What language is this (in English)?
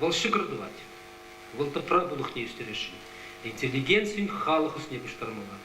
Chuvash